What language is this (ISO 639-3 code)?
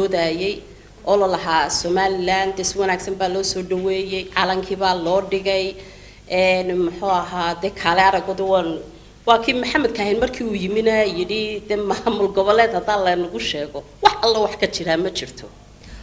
som